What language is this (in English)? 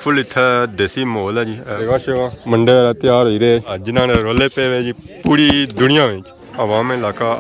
Pahari-Potwari